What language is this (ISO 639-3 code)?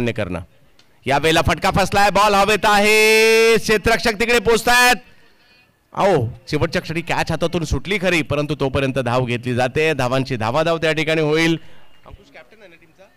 mar